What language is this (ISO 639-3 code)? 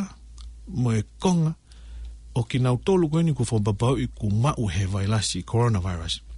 ton